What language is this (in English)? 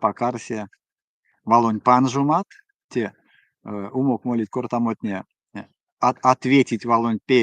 Erzya